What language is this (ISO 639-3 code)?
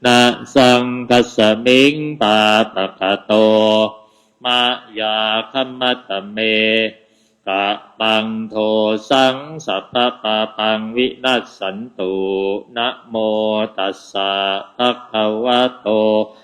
pli